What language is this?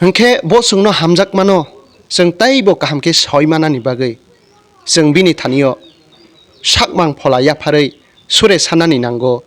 Kok Borok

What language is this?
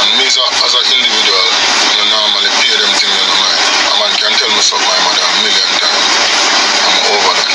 Jamaican Creole English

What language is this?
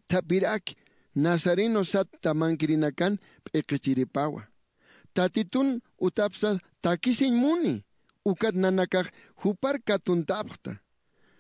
Aymara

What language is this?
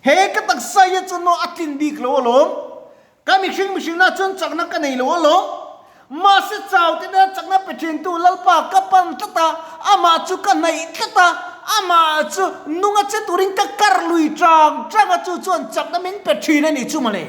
Mizo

